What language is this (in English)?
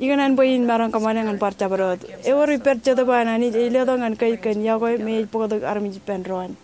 Marshallese